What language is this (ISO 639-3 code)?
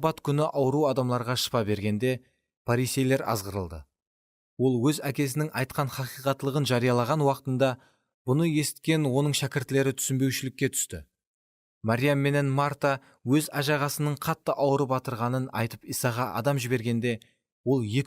kaa